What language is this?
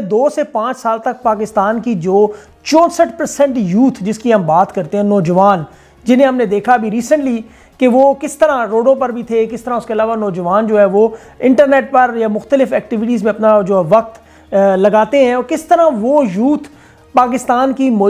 Urdu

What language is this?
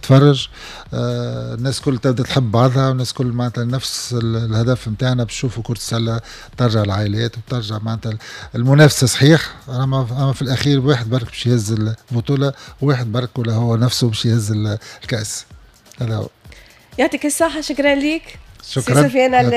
Tunisian Arabic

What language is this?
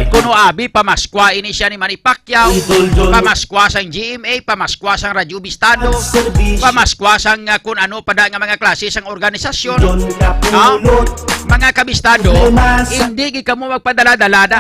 Hiligaynon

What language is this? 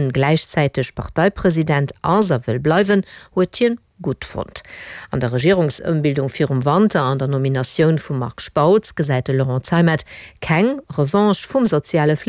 Luxembourgish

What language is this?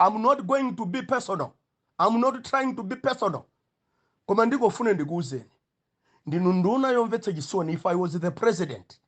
Nyanja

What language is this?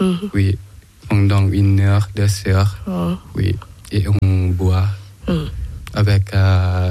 French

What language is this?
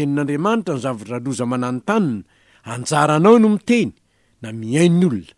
Malagasy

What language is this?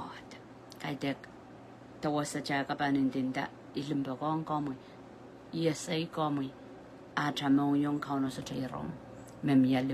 Pohnpeian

